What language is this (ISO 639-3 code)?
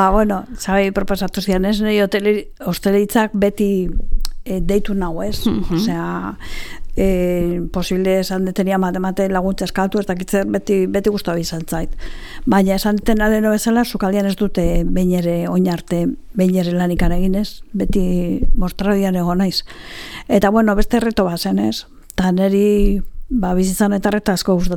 eus